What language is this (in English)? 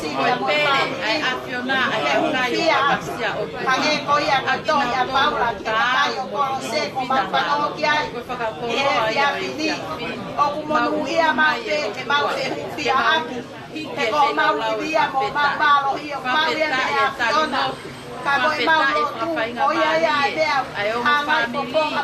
Tongan